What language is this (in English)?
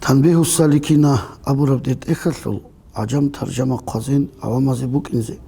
Avaric